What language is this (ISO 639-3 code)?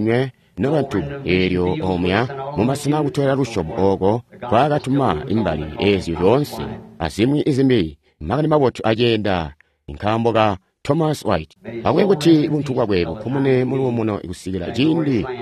toi